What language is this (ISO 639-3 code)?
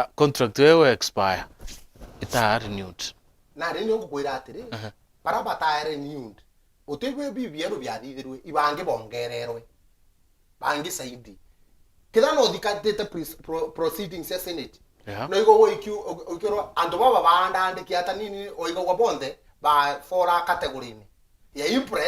mer